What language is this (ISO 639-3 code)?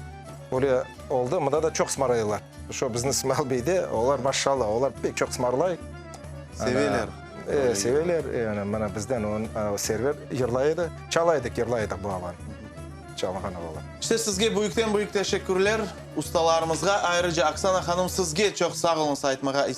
crh